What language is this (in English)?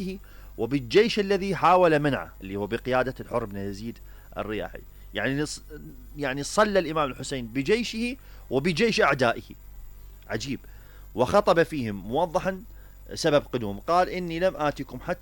Mesopotamian Arabic